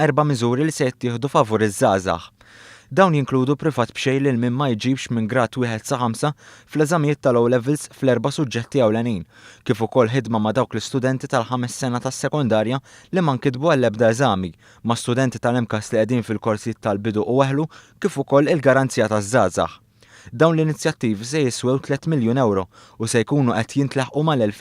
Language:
Maltese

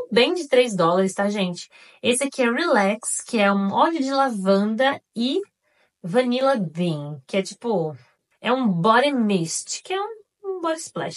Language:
Portuguese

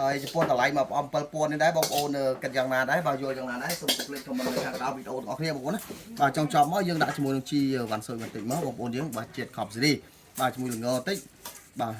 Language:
Khmer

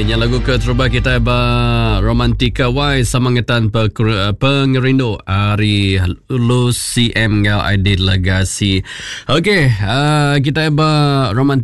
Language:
Iban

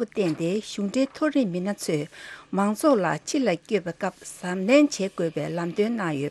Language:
Tibetan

